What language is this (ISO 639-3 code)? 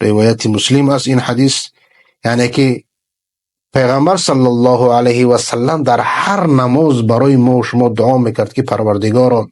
fas